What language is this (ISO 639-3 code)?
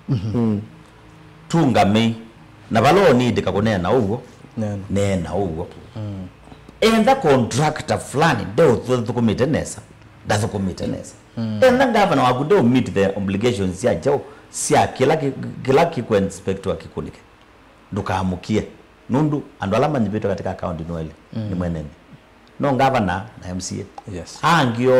kam